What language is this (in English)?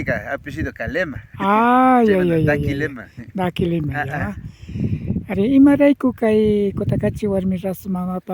Imbabura Highland Quichua